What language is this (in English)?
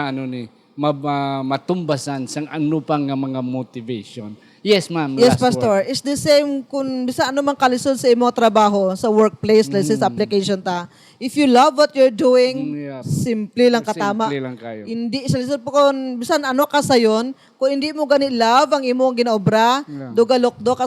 Hiligaynon